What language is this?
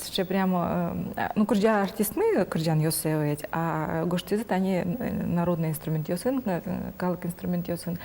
Udmurt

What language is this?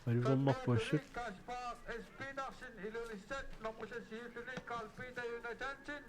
Kalaallisut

